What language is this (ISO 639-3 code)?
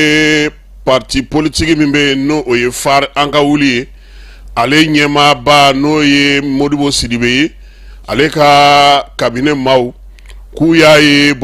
bam